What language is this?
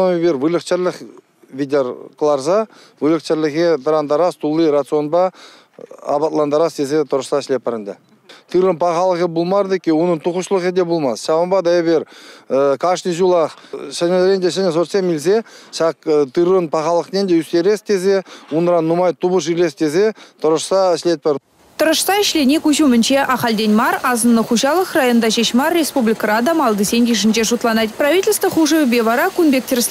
Chuvash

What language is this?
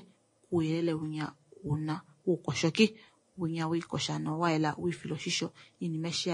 Kuanyama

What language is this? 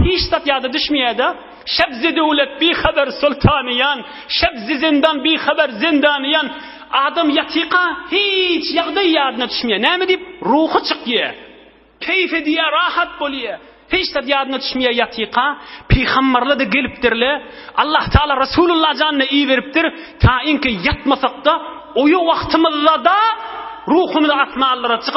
Turkmen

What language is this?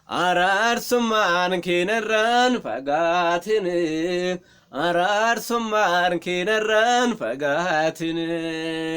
Oromo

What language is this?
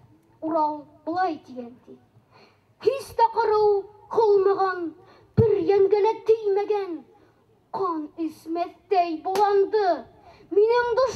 Bashkir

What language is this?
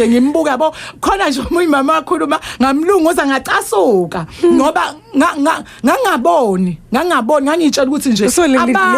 Zulu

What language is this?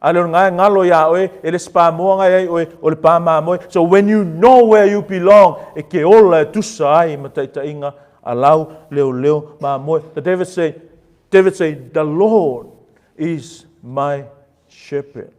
Samoan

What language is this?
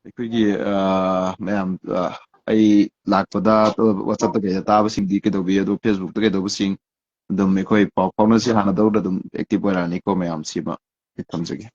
Manipuri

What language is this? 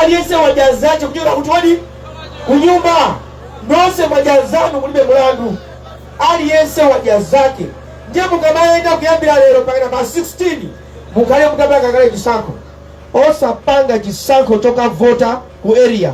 Nyanja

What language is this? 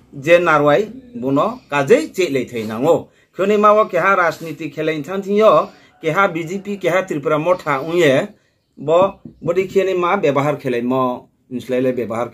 Riang (India)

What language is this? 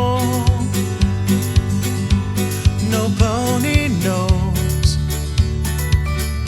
English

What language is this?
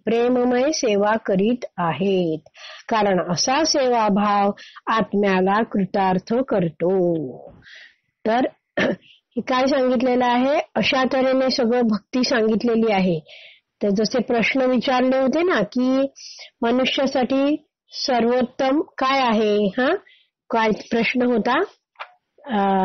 Marathi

